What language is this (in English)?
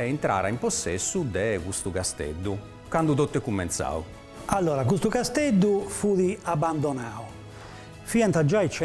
Sardinian